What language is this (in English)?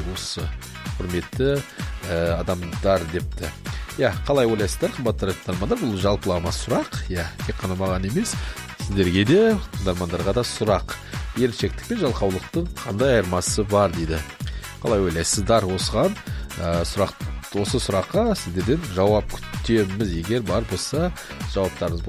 Kazakh